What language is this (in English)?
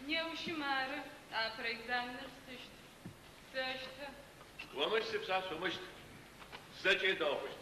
Adyghe